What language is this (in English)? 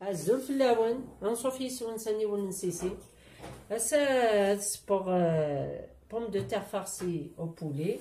Kabyle